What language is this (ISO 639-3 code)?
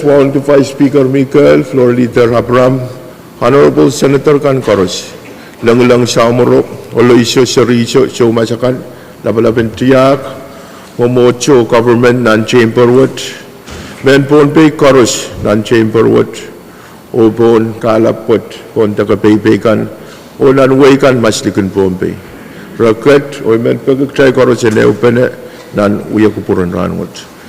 pon